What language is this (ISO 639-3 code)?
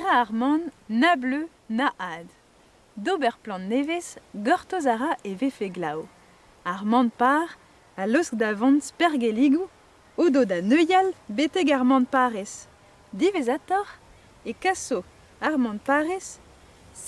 bre